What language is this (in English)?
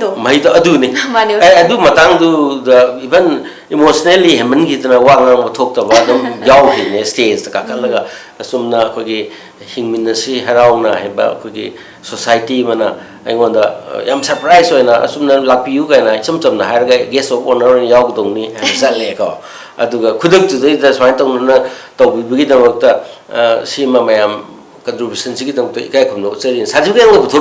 Manipuri